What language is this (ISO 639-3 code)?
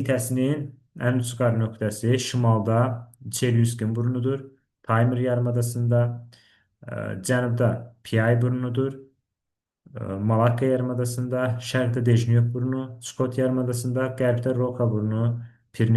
aze